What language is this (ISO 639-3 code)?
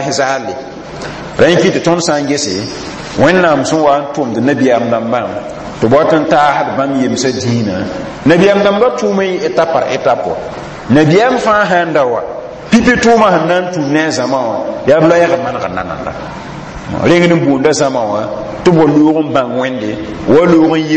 mos